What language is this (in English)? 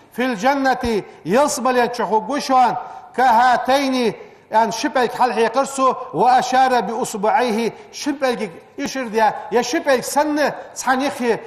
Ingush